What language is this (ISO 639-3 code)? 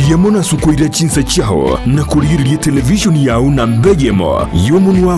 guz